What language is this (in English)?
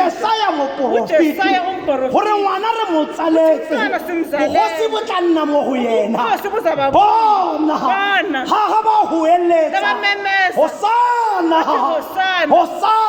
Tswana